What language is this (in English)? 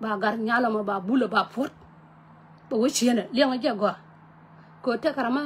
Nuer